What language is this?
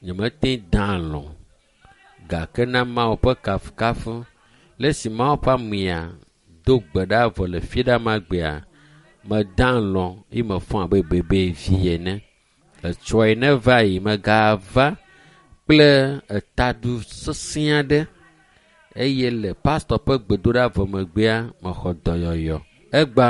Ewe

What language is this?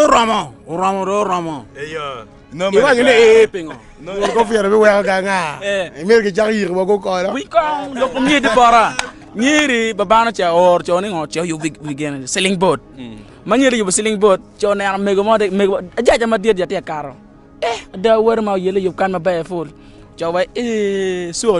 Acoli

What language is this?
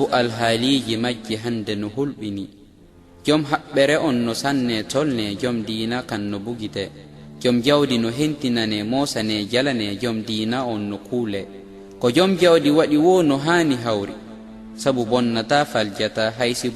Pular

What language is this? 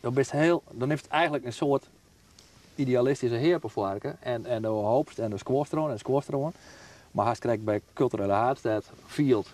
Western Frisian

